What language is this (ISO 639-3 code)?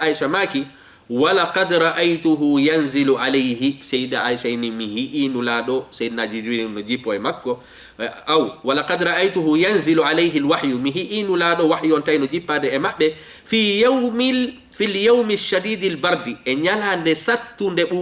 ful